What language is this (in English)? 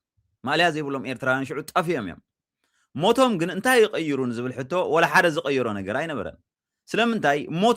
Tigrinya